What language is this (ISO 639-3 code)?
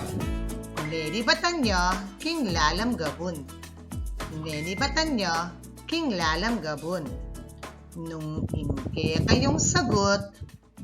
pam